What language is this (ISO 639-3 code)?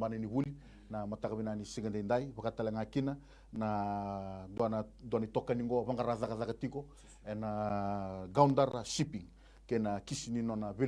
fij